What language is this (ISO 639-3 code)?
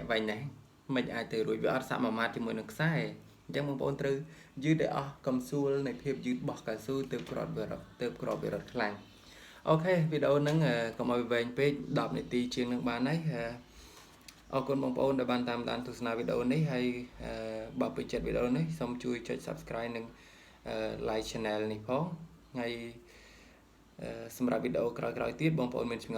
khm